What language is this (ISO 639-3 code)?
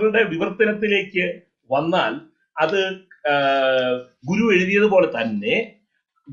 mal